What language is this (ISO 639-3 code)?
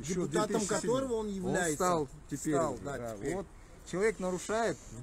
rus